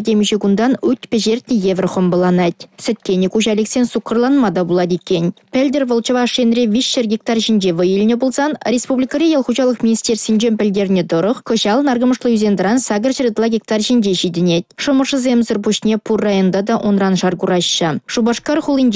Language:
Chuvash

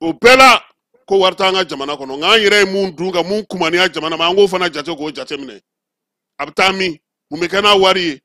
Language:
Bambara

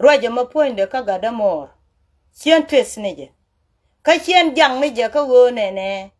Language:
Nuer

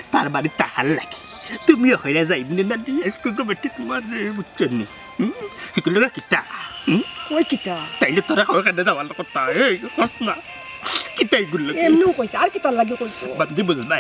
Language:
Sylheti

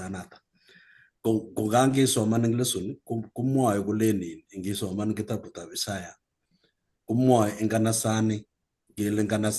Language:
Kalenjin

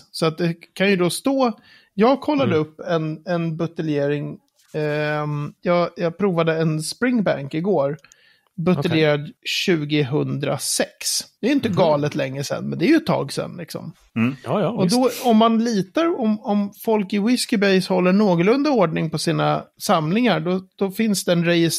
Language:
Swedish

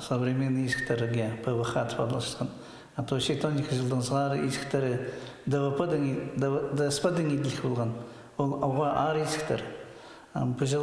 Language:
Khakas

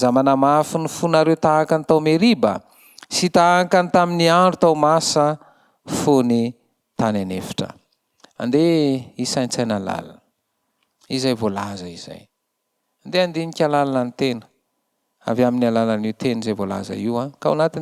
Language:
Malagasy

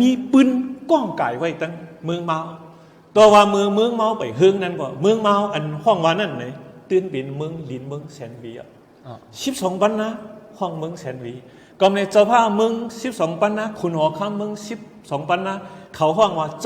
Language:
Shan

